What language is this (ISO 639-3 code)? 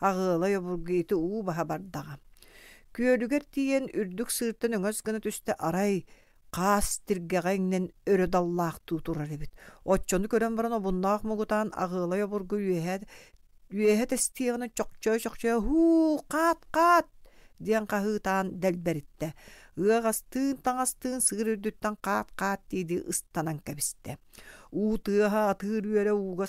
sah